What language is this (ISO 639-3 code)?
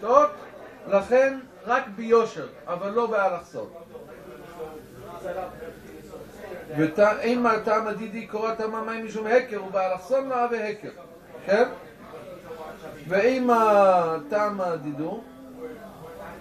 heb